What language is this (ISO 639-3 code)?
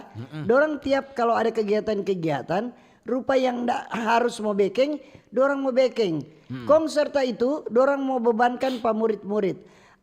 xmm